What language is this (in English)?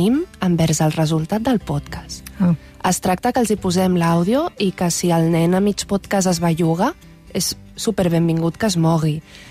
Catalan